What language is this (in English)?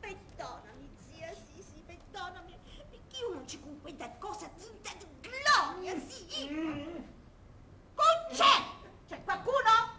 Sicilian